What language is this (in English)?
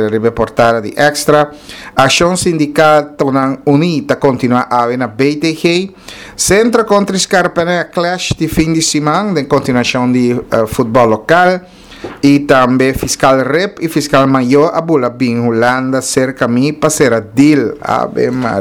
Papiamento